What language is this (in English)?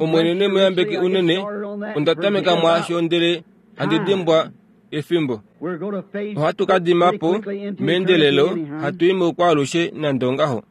Kuanyama